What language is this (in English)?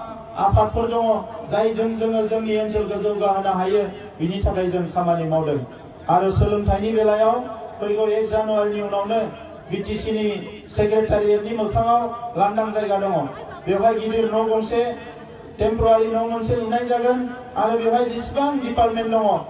Bodo